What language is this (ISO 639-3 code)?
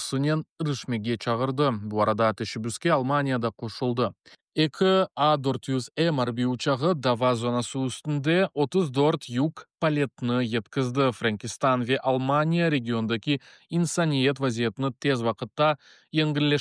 crh